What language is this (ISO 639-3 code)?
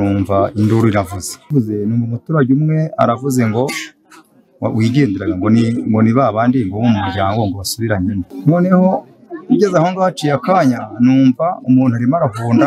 kin